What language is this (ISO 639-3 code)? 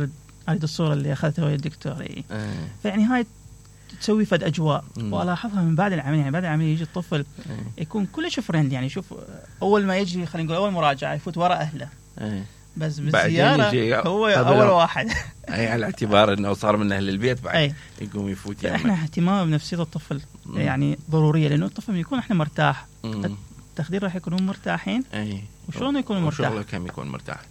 acm